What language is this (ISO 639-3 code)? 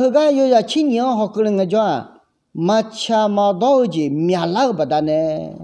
ahk